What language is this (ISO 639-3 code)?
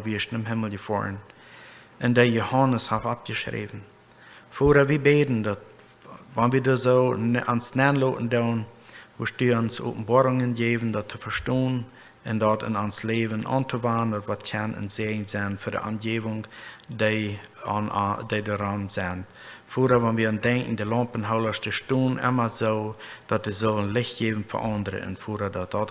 pdt